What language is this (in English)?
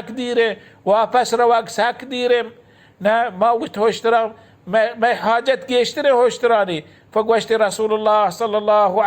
Baluchi